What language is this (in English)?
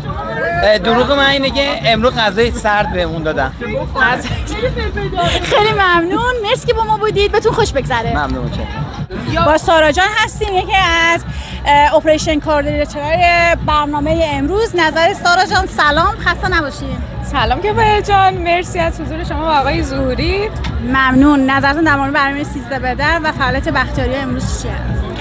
Persian